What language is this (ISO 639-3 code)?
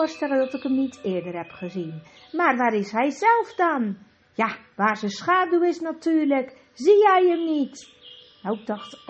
nld